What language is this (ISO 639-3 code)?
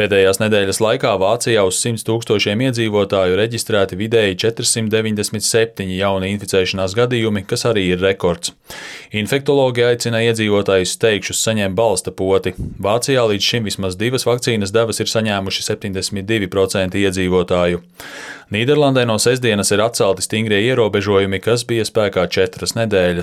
lav